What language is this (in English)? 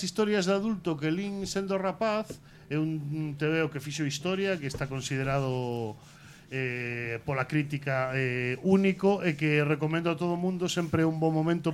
Galician